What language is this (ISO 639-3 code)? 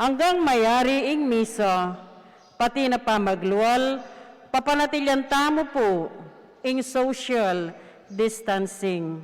pam